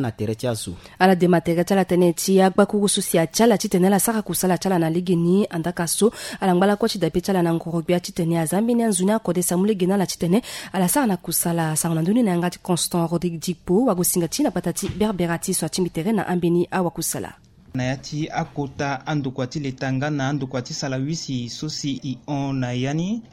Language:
Sango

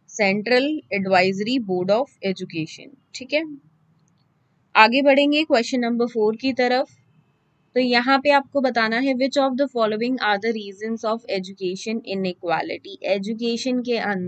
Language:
Hindi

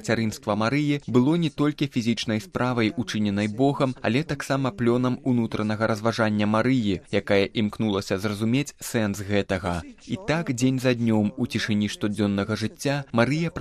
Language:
Belarusian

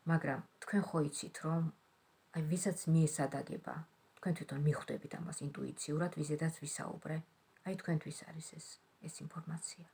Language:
Georgian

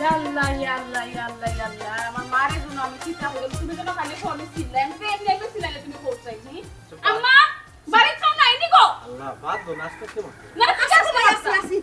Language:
Sylheti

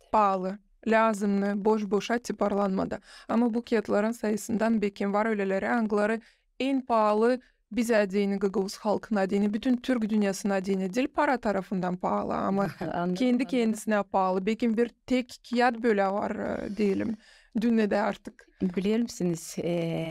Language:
Gagauz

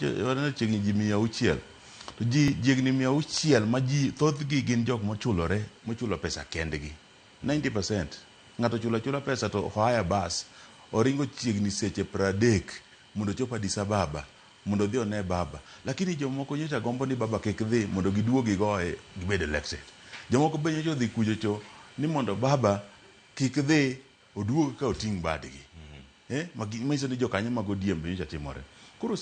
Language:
Luo (Kenya and Tanzania)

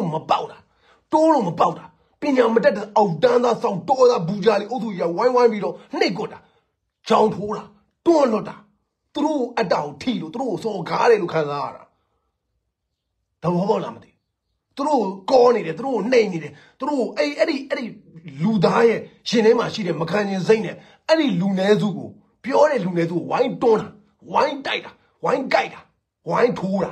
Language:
Burmese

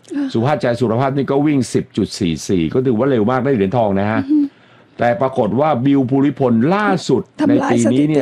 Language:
Thai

